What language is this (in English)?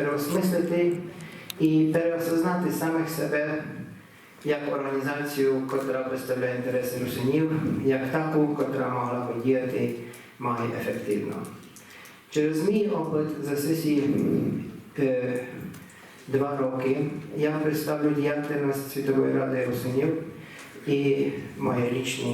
Rusyn